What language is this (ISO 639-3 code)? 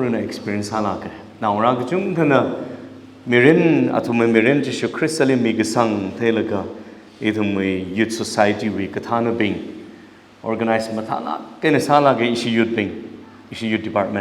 nmf